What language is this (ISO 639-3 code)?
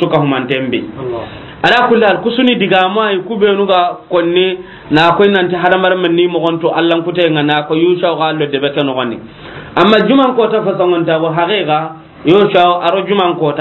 snk